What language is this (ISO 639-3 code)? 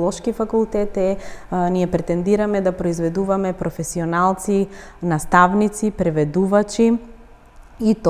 mkd